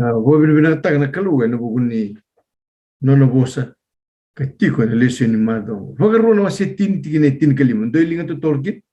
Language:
Fijian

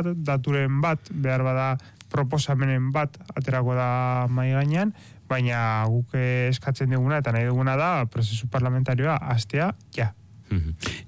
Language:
Basque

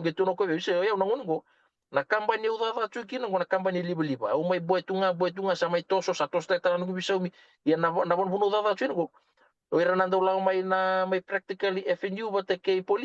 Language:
Fijian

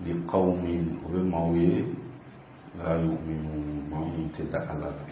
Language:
Bambara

